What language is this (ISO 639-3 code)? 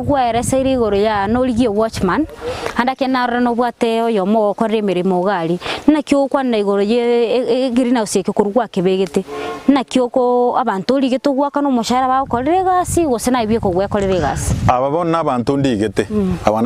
guz